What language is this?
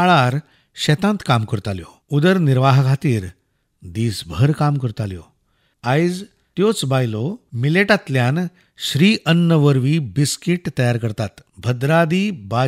Konkani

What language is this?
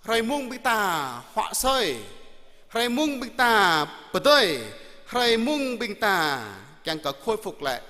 Jarai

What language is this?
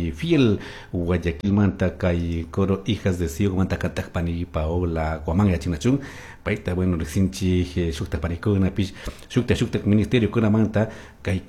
Chimborazo Highland Quichua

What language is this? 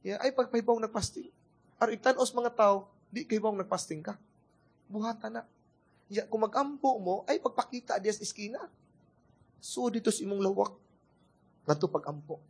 Cebuano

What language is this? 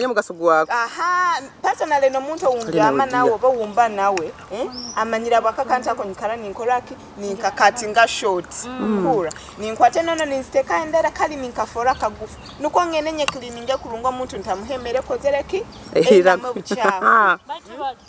Nyoro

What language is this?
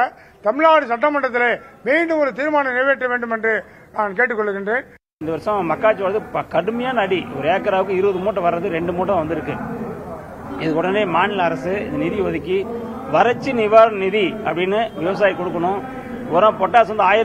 Tamil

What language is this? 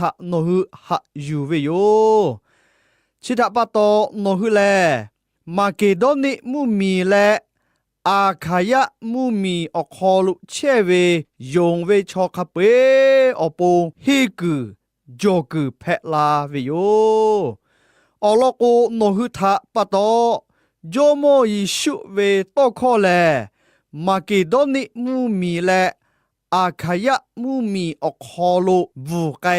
Lahu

